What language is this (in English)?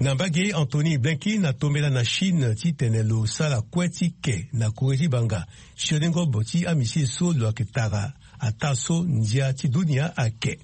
Sango